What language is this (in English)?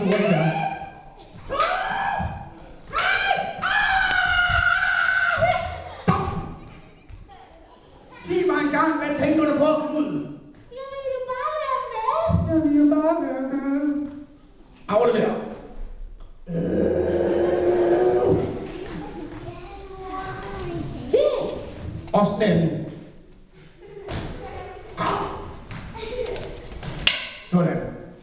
Danish